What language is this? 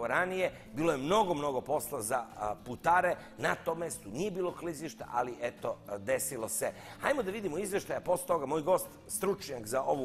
Serbian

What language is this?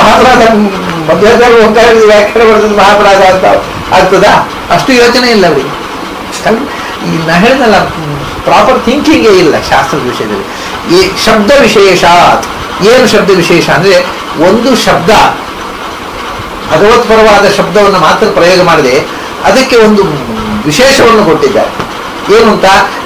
Kannada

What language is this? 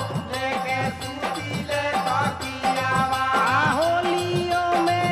Bhojpuri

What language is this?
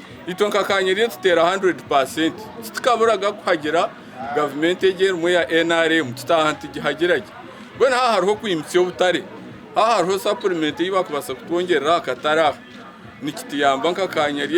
Nyankole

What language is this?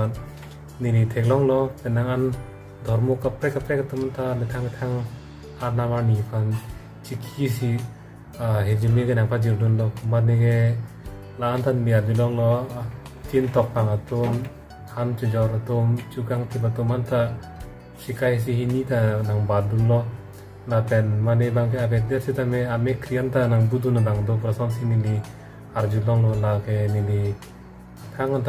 Karbi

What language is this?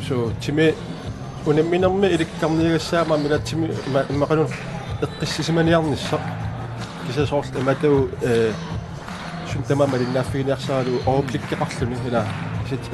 Kalaallisut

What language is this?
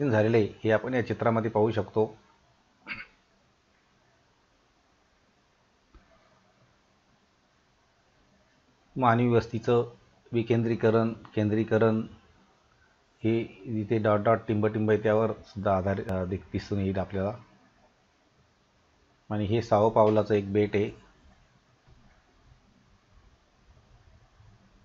Marathi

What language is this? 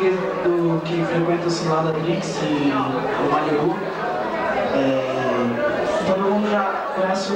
Portuguese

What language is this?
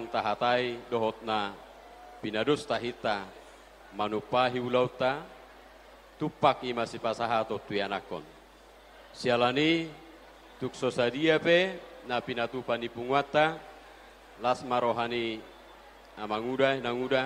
Batak Toba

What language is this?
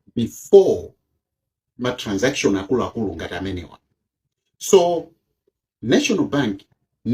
Nyanja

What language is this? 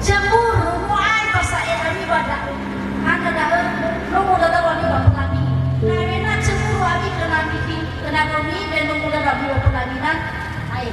Nias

